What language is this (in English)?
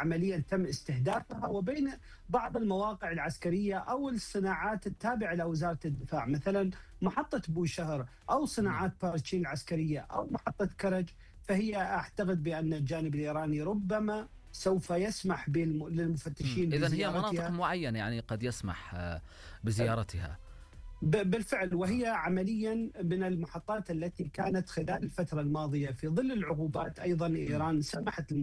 Arabic